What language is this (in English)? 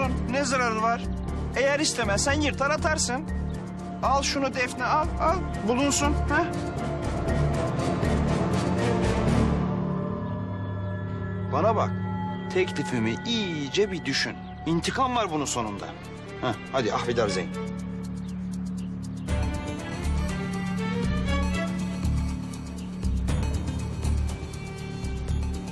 Turkish